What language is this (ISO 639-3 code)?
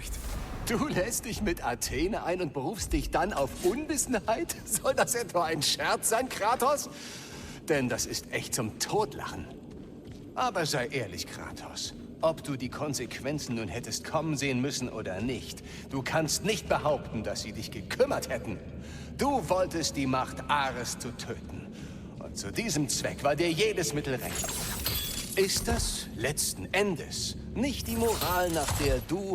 bar